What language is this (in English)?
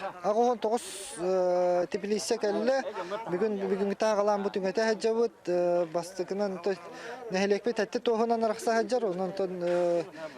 Yakut